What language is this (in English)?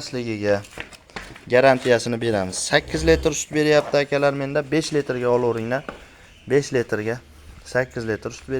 Uzbek